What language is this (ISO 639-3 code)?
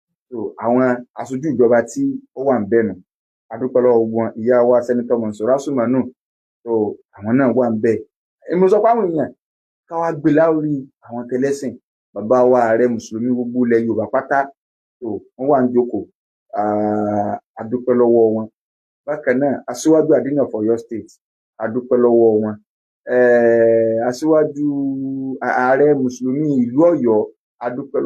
yor